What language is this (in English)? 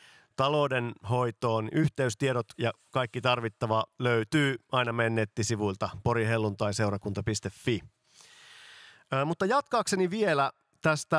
Finnish